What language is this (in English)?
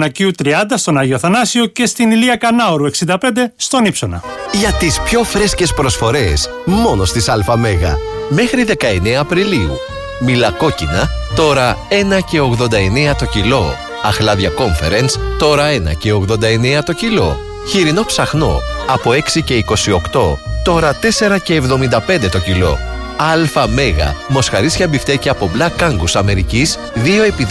Greek